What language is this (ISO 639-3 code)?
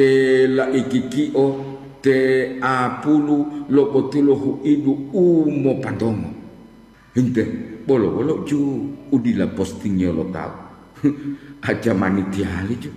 gor